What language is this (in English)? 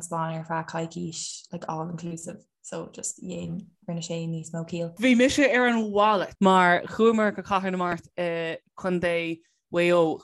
Irish